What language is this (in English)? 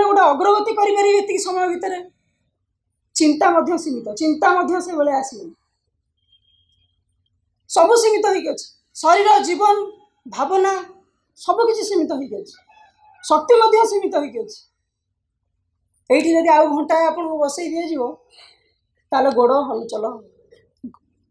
Odia